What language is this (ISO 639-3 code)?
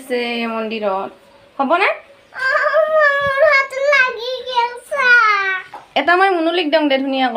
asm